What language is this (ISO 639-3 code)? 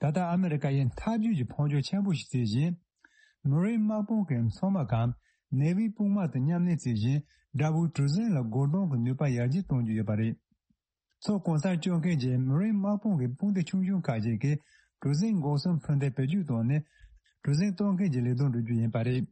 bod